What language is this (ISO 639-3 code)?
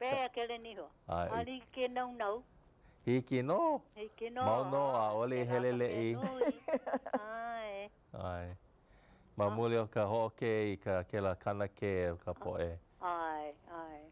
haw